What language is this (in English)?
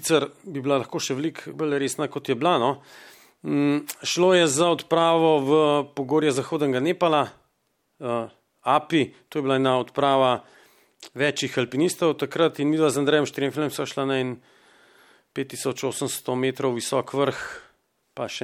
Slovenian